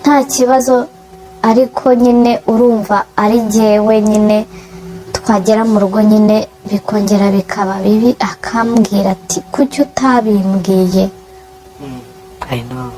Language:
Kinyarwanda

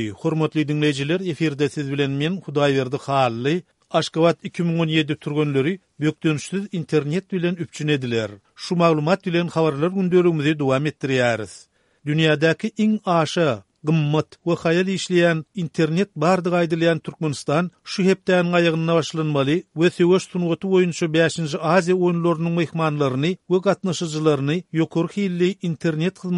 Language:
Turkmen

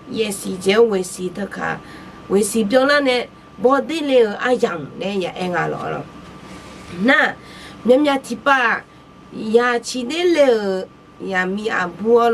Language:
Akha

